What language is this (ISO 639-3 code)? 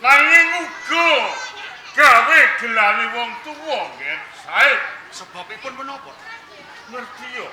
jav